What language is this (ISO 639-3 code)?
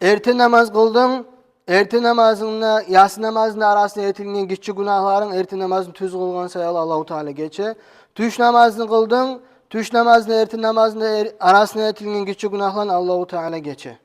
kum